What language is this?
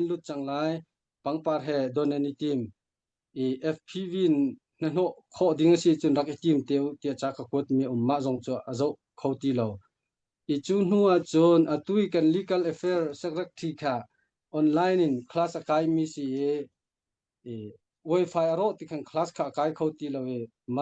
Hakha Chin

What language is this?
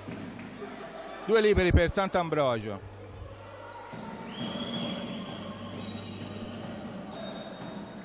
Italian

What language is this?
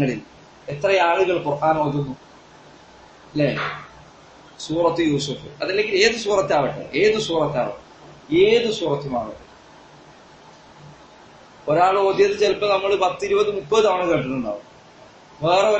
Malayalam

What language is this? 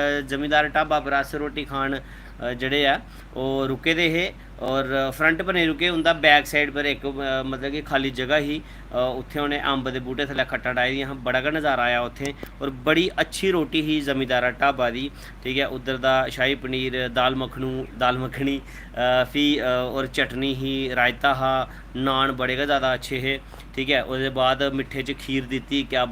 Dogri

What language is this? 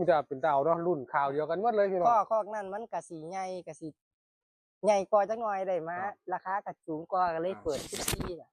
Northeastern Thai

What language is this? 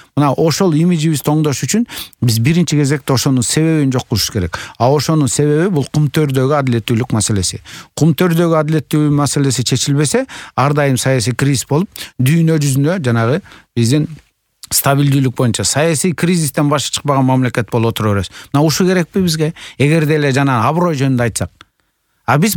Kyrgyz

